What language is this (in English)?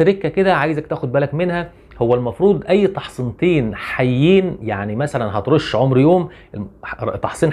Egyptian Arabic